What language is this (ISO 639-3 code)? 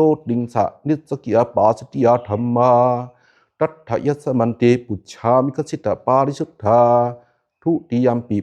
pli